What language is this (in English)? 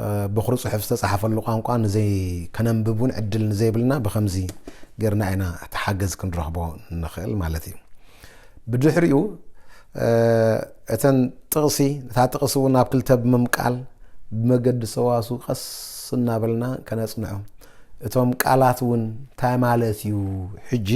Tigrinya